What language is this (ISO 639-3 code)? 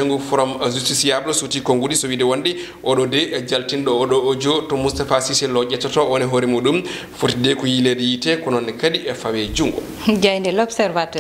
ful